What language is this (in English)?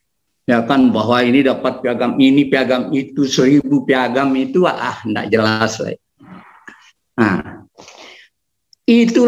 Indonesian